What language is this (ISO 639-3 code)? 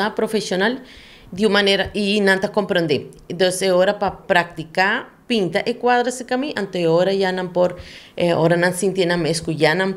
pap